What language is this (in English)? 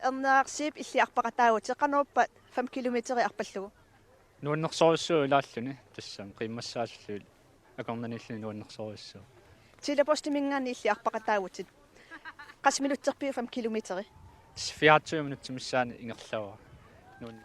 Kalaallisut